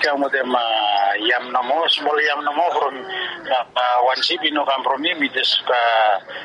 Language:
Bislama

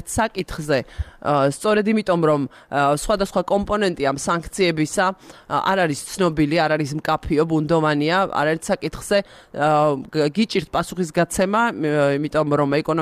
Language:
Georgian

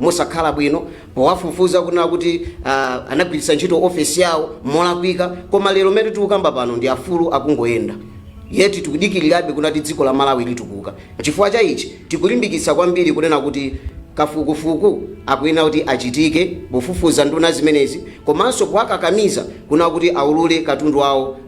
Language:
Nyanja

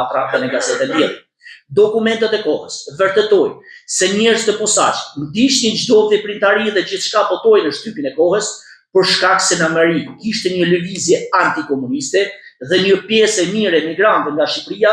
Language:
Albanian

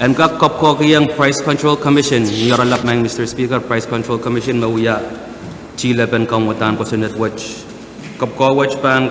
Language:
Pohnpeian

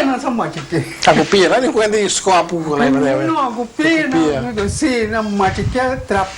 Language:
Papiamento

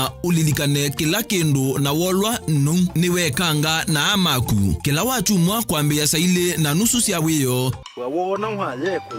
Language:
Kamba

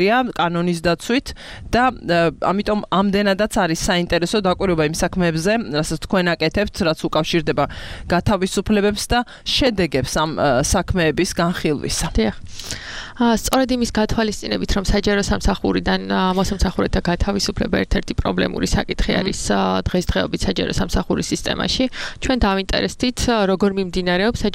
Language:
Georgian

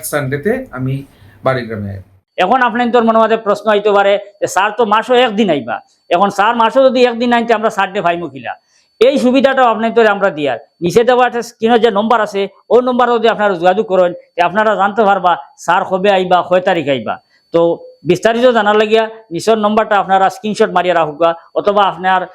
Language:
Sylheti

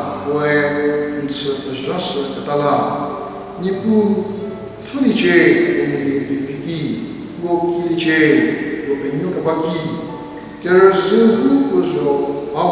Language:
Angami Naga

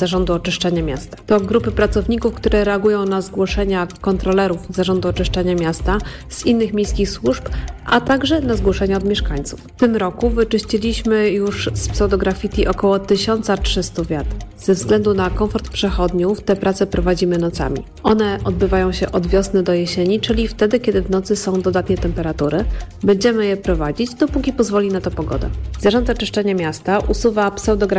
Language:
Polish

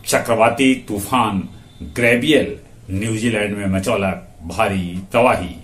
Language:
Magahi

